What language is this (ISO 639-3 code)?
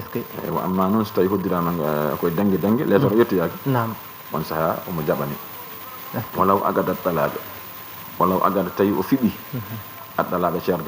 ful